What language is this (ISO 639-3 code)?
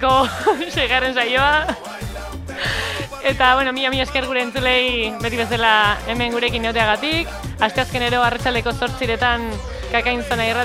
eus